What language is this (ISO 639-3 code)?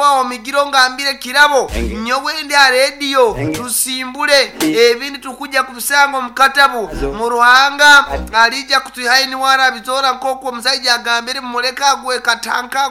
nyo